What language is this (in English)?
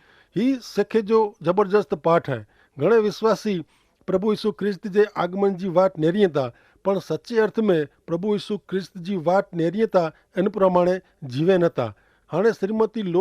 Kachhi